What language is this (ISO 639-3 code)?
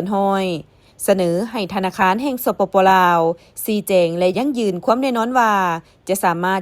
lao